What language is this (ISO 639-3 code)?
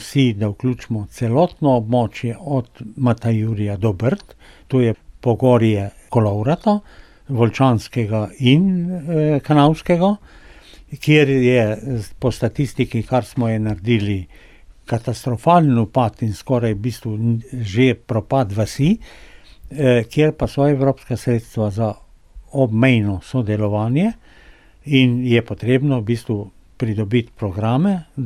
slv